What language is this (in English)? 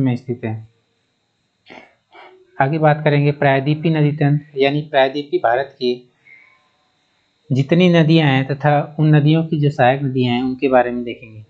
Hindi